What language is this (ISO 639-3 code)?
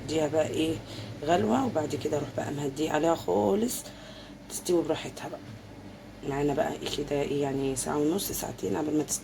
arz